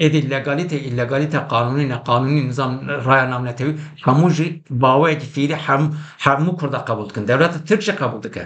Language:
Kurdish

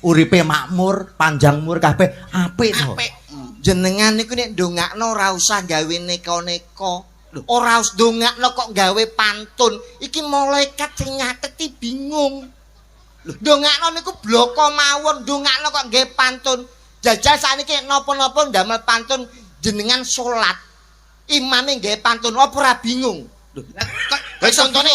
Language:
Javanese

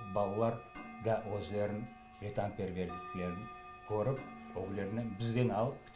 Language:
Crimean Tatar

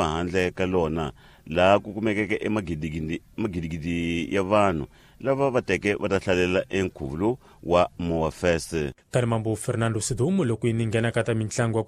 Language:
Tsonga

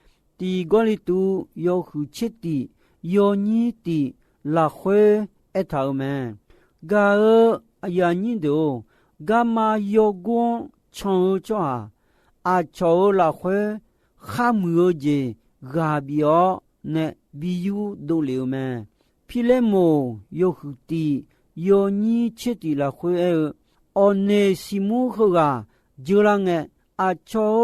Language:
Akha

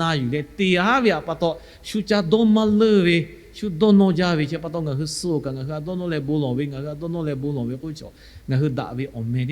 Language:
Lahu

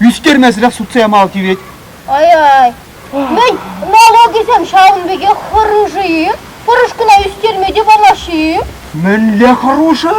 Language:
Chuvash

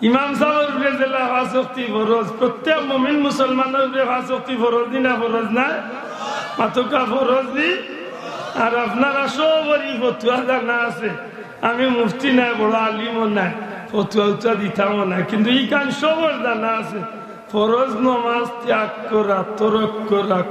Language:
Sylheti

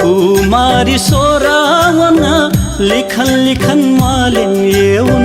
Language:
Newari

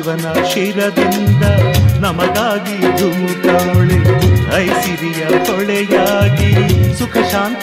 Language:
Kannada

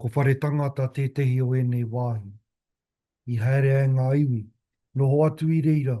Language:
Māori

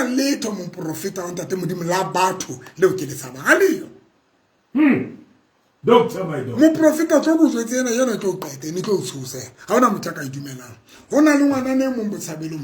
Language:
Southern Sotho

